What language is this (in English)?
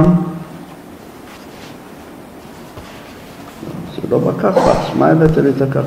Hebrew